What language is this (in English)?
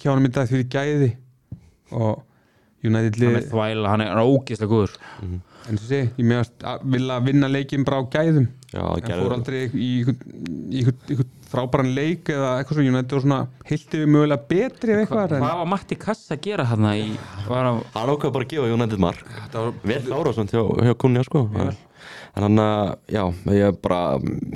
Icelandic